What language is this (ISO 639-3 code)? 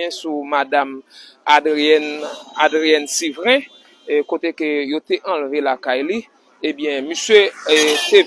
hat